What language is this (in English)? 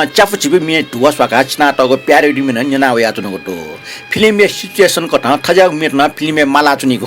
Newari